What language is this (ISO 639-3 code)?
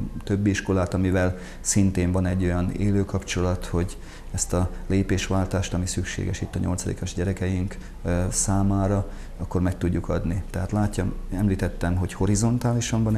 hun